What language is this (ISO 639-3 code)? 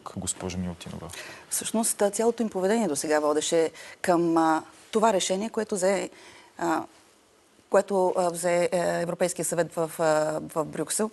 bul